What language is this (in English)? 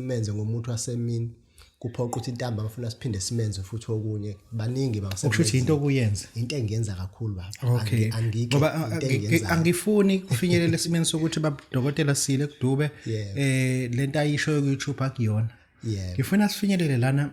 Zulu